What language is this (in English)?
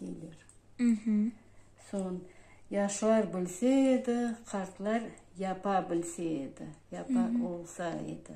Crimean Tatar